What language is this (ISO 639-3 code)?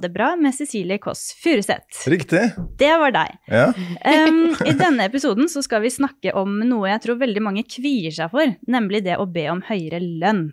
nor